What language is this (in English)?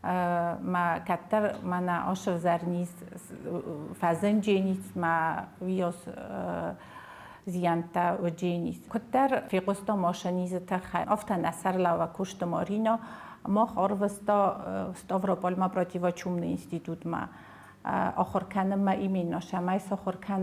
Ossetic